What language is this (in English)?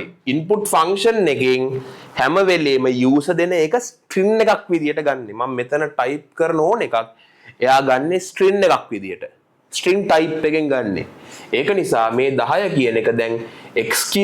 Sinhala